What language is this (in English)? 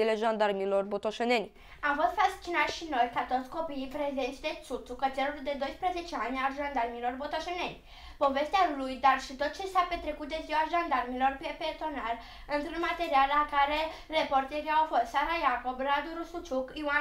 Romanian